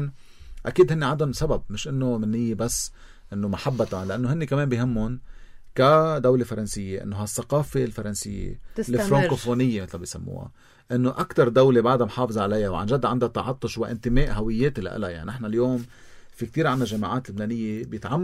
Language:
North Levantine Arabic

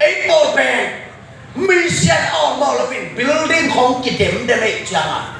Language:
Tedim Chin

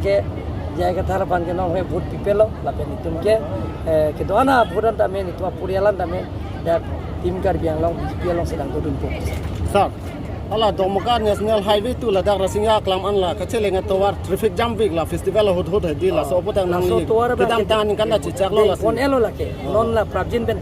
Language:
Karbi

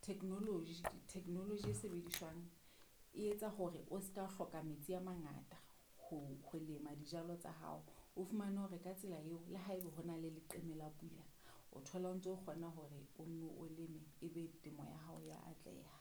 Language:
Southern Sotho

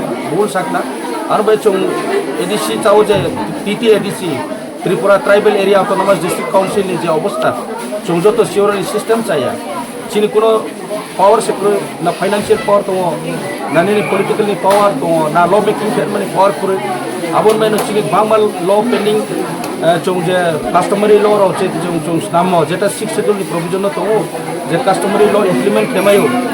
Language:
Riang (India)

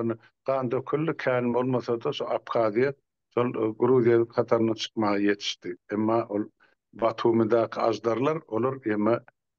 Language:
Turkmen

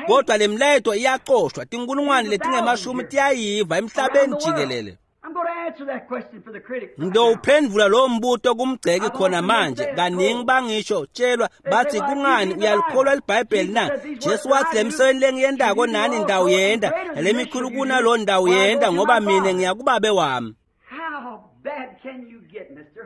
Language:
Swati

